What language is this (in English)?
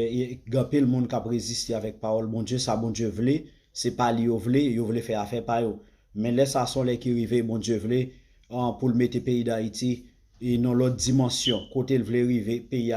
Haitian Creole